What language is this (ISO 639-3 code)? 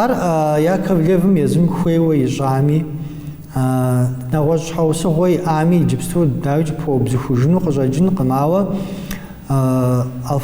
kbd